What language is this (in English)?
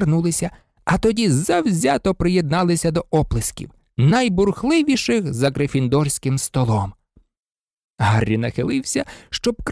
Ukrainian